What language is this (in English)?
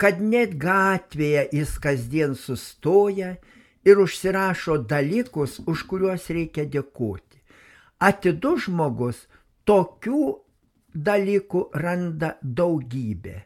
Lithuanian